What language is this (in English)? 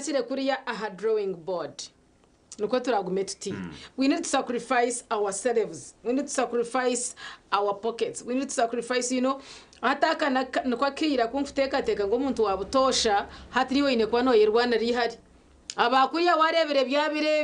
Nyankole